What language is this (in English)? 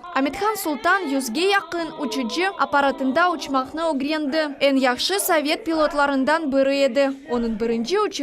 Crimean Tatar